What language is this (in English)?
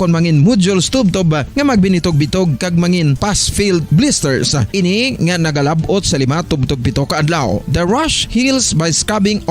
Hiligaynon